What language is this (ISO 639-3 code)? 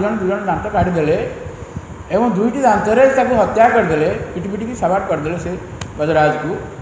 ori